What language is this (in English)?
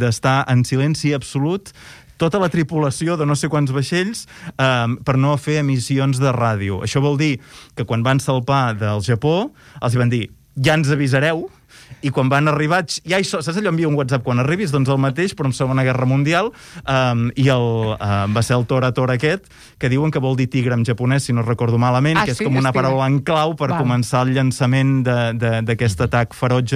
Catalan